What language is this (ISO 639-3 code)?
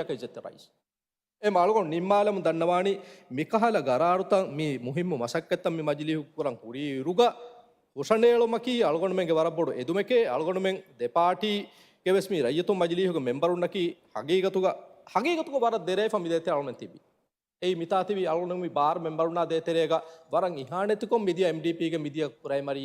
div